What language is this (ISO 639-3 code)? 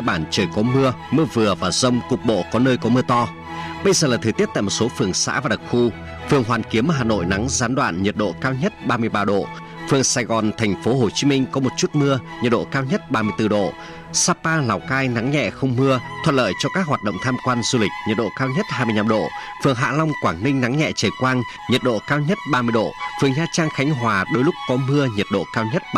vie